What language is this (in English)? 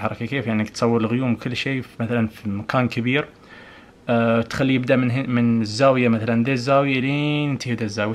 Najdi Arabic